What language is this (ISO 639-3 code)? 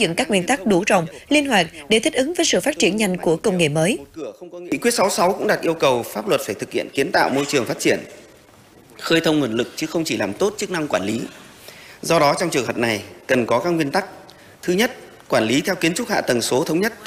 vie